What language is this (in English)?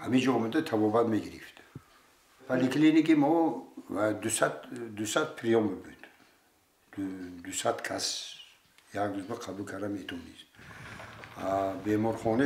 Tajik